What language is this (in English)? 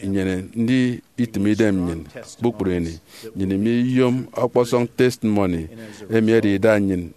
Efik